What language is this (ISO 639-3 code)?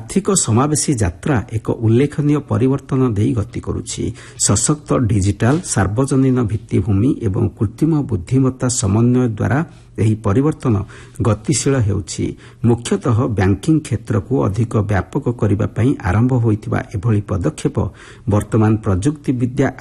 ori